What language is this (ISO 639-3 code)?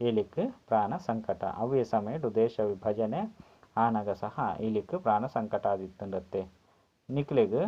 tcy